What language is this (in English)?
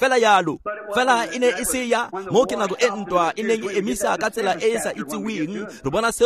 Tswana